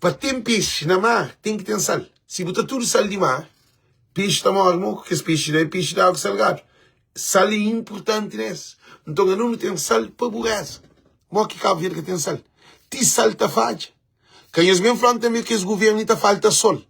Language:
Kabuverdianu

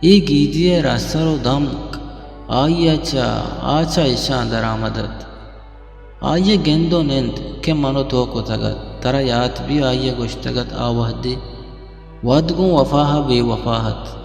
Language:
Eastern Balochi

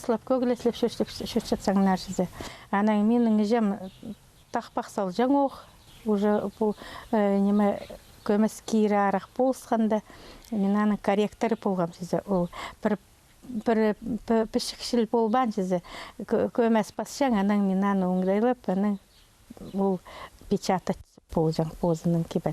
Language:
Khakas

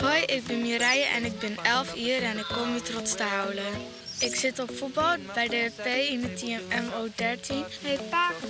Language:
Western Frisian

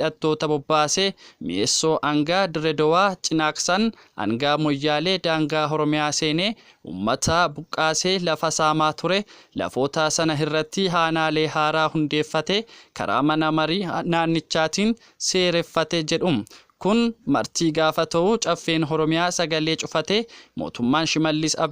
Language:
Oromo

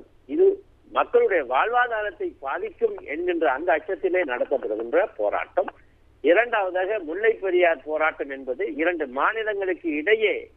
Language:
Tamil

